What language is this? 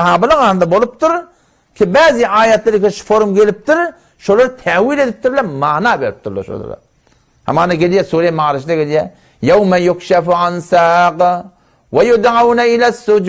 Turkmen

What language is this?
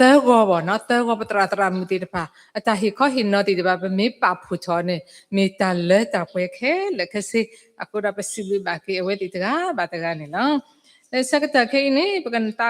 S'gaw Karen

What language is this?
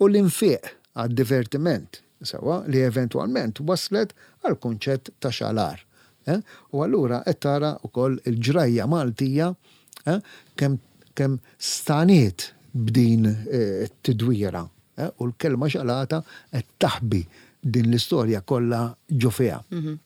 Maltese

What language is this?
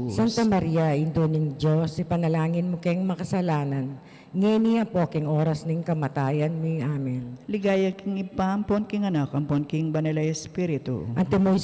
Pampanga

